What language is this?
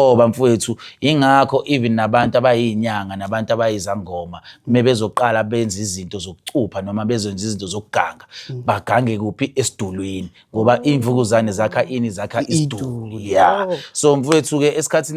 Zulu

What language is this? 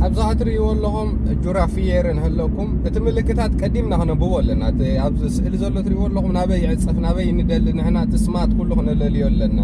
Tigrinya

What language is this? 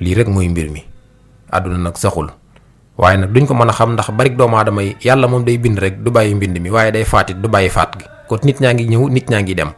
Wolof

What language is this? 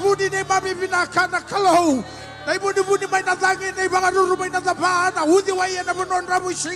Fijian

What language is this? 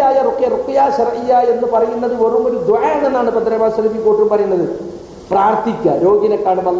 Malayalam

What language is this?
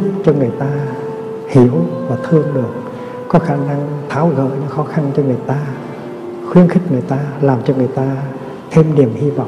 Vietnamese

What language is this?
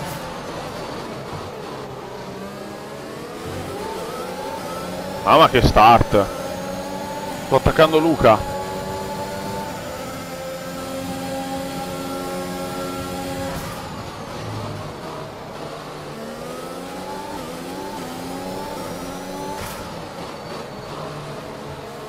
Italian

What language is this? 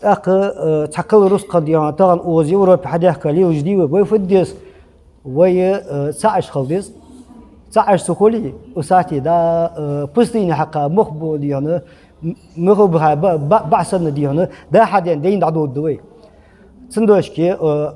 Ingush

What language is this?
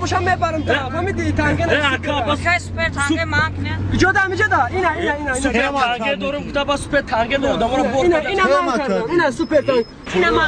Tajik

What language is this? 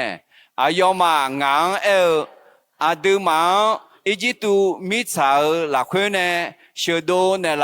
Akha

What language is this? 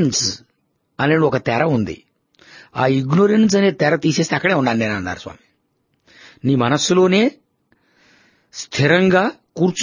Telugu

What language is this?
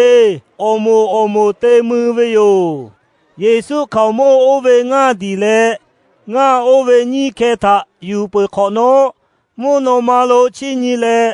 Lahu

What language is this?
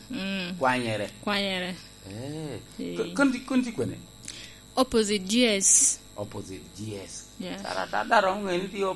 Lango (Uganda)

